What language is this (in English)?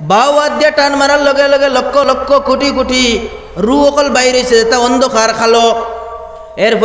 Sylheti